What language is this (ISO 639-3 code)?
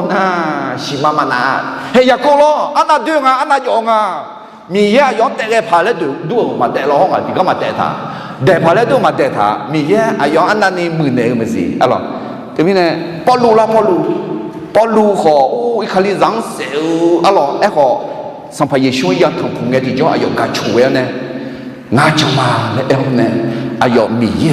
ahk